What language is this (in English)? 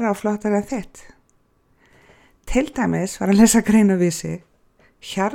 Icelandic